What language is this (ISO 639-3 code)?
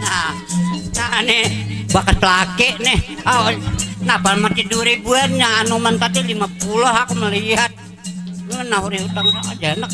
bjn